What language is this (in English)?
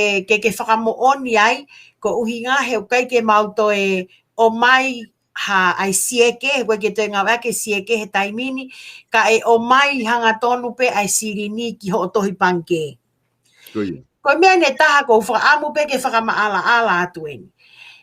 Tongan